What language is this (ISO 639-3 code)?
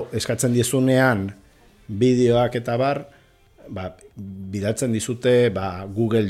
eus